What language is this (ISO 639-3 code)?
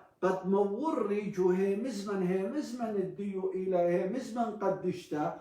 aii